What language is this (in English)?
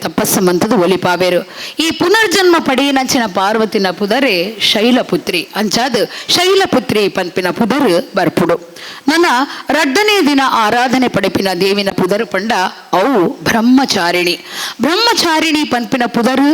Tulu